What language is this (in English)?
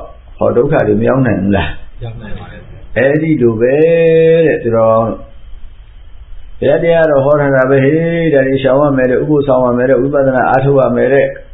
Burmese